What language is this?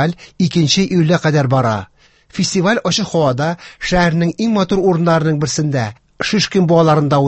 Tatar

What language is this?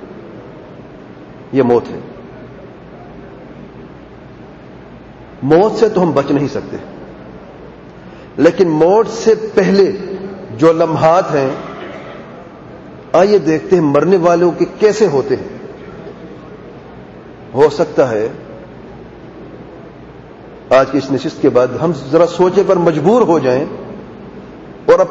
Urdu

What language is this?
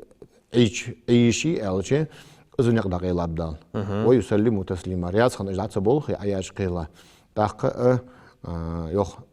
Ingush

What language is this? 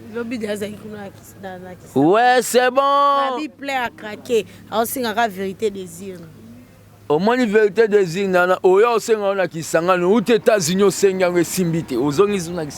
Lingala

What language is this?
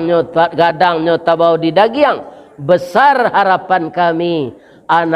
Minangkabau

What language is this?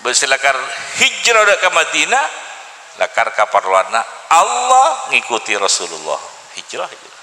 Madurese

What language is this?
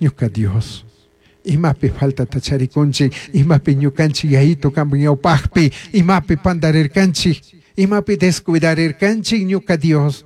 Chimborazo Highland Quichua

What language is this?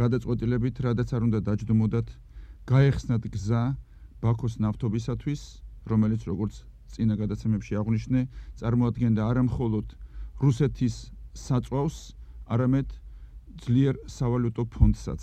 Georgian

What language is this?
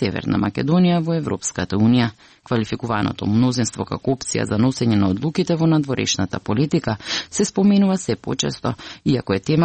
Macedonian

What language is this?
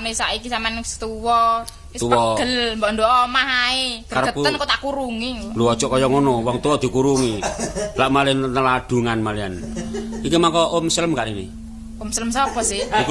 Javanese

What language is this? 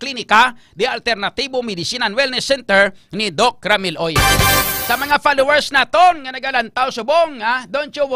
Hiligaynon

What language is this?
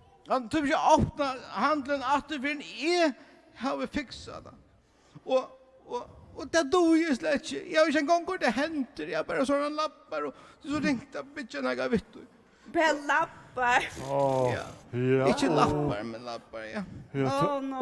Faroese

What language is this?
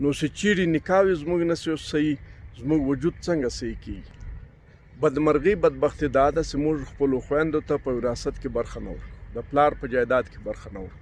Pashto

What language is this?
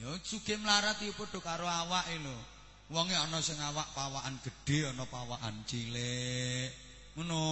Javanese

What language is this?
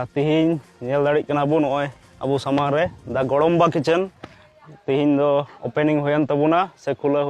Santali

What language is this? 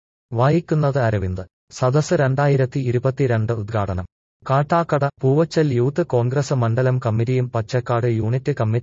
Malayalam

